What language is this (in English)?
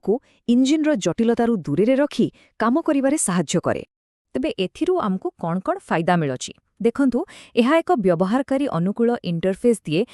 Odia